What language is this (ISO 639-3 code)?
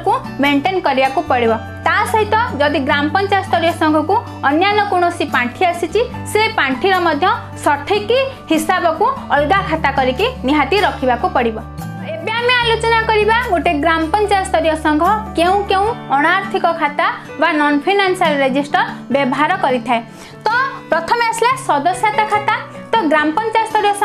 ori